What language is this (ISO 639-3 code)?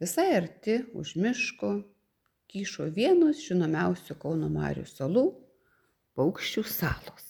lit